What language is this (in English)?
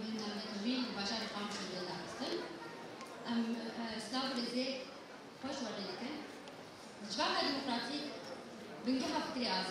Kurdish